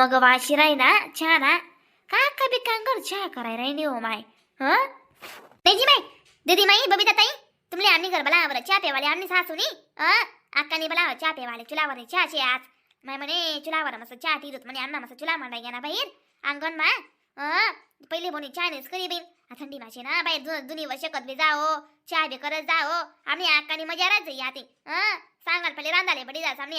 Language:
Khandesi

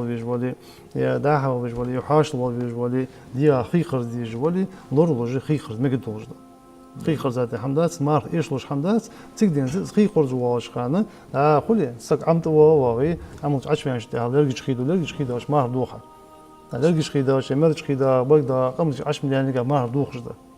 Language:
Ingush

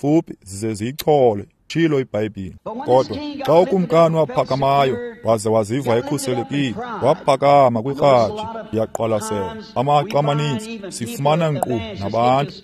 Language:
Xhosa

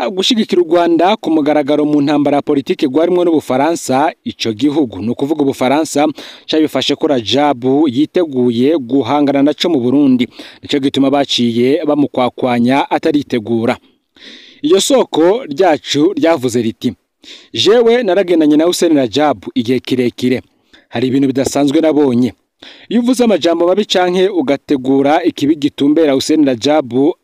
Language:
Rundi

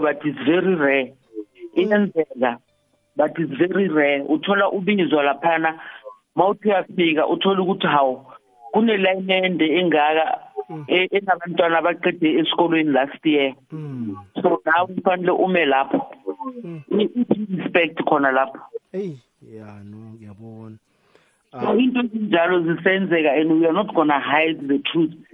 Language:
South Ndebele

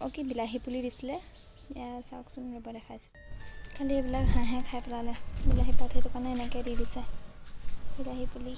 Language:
Assamese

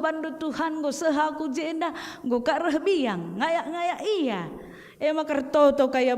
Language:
Batak Karo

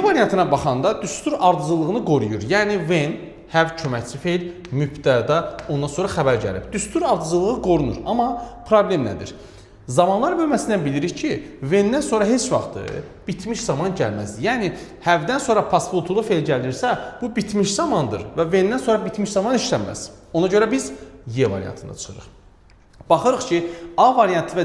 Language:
Azerbaijani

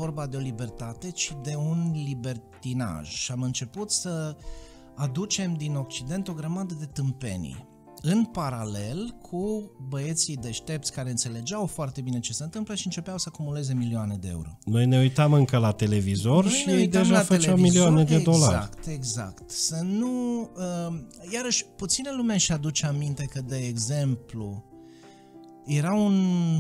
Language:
Romanian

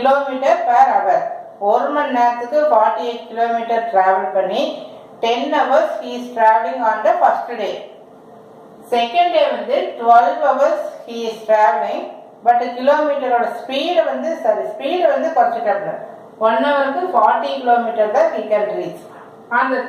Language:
Tamil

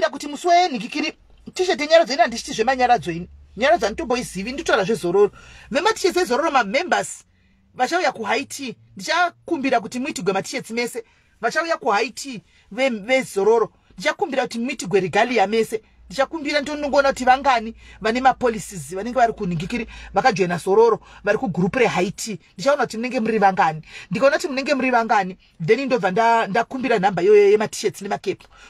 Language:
Shona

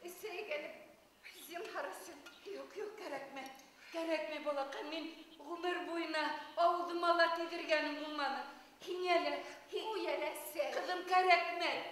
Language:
Bashkir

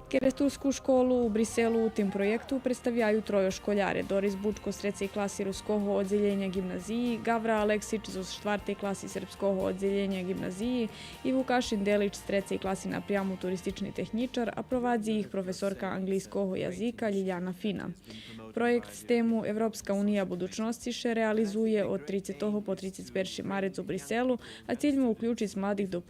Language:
Rusyn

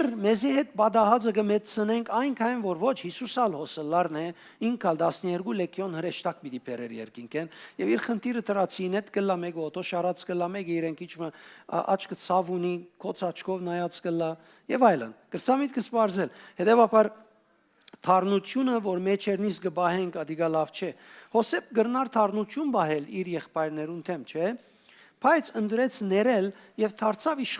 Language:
Western Armenian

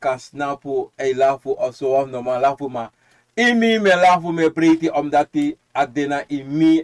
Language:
Sranan Tongo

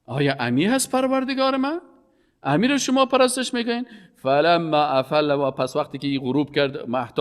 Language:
Persian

